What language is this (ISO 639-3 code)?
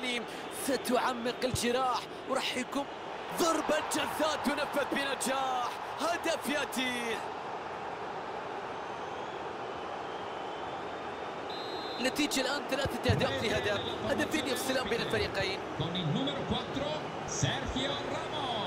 ara